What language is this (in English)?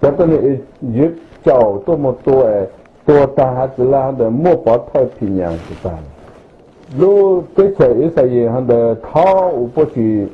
Hmong